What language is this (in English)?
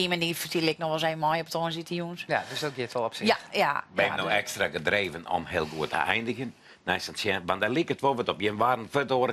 Western Frisian